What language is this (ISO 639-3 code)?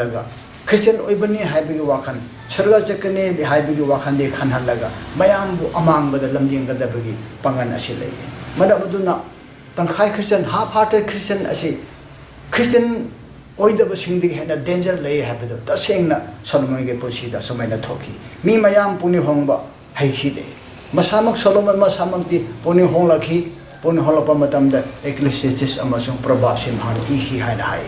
mni